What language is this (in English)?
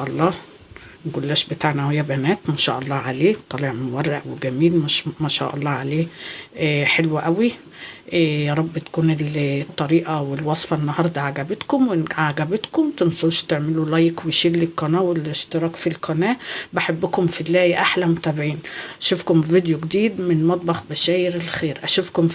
Egyptian Arabic